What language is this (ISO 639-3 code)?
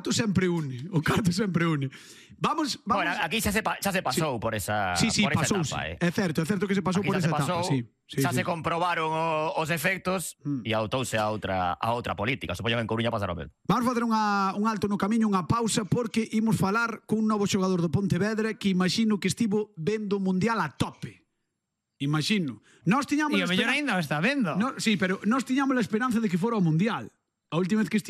glg